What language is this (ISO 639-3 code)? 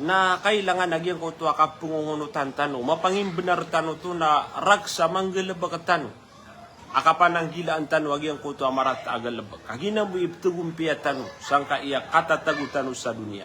mrw